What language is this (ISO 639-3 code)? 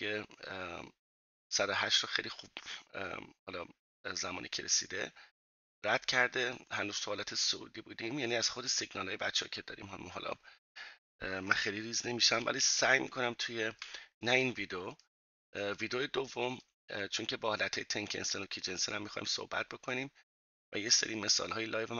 fas